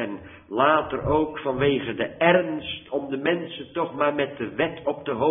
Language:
Dutch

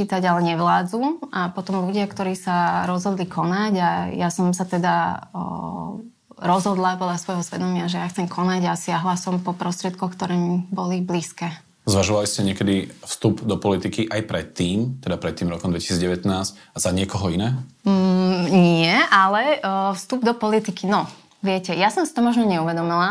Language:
Slovak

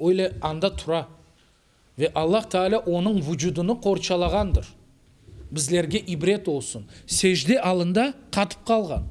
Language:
Crimean Tatar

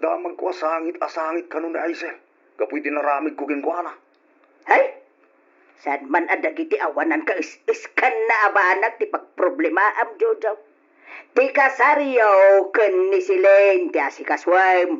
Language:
Iloko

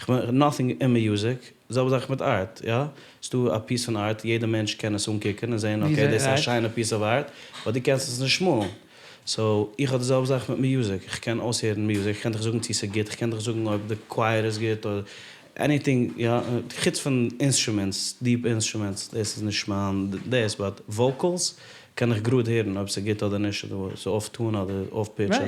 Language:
Yiddish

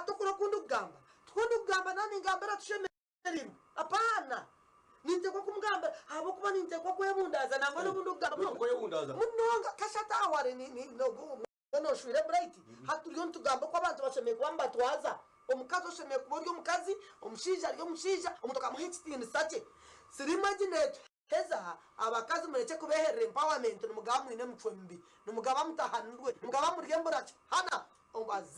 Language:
Nyankole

